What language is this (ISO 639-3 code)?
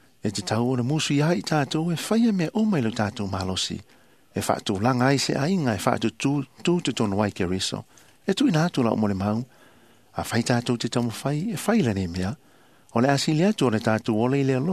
smo